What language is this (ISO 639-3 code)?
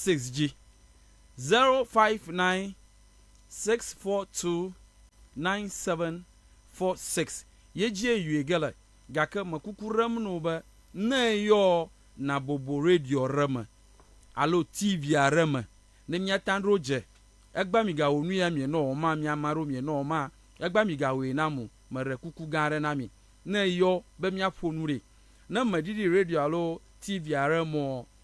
ewe